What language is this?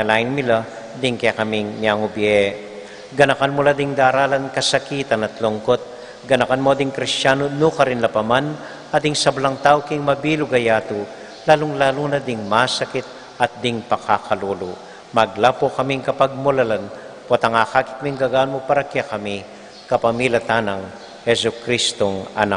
Pampanga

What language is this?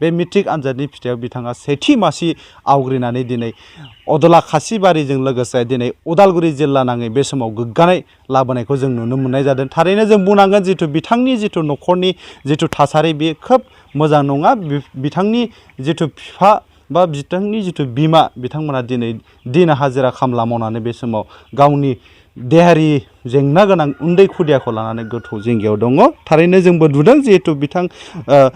Bodo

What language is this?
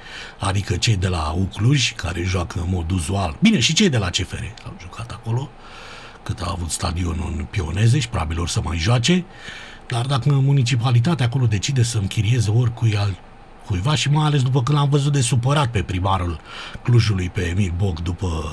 Romanian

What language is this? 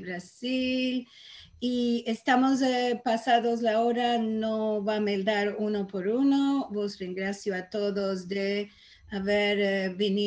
Ladino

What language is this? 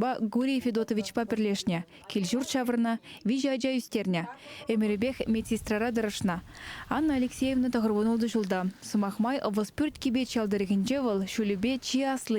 Chuvash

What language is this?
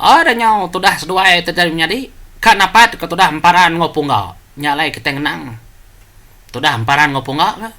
Iban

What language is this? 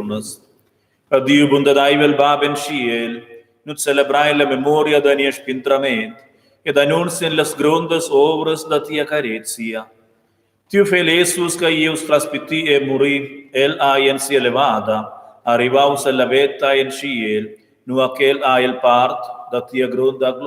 Romansh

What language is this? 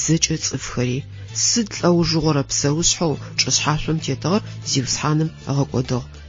Adyghe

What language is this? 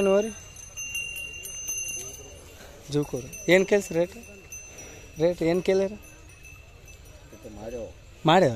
Kannada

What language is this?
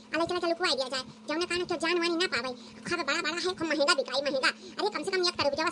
Awadhi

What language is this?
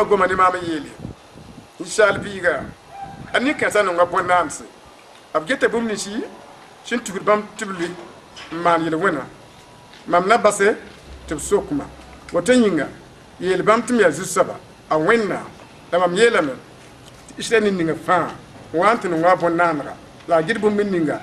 Mossi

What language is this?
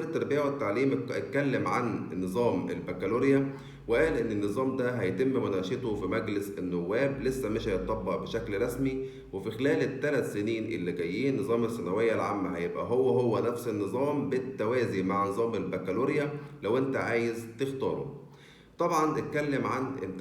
Egyptian Arabic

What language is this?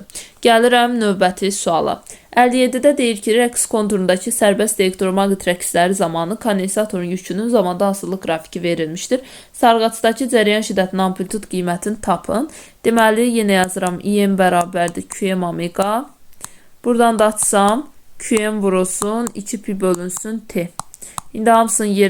Azerbaijani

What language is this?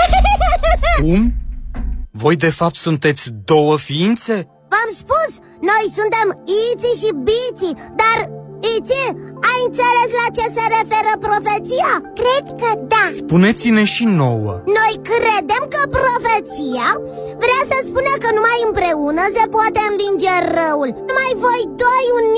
Romanian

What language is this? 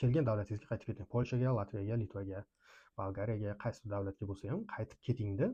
Uzbek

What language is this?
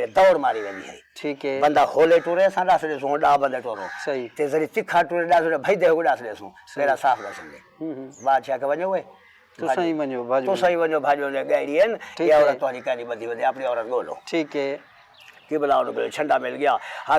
Saraiki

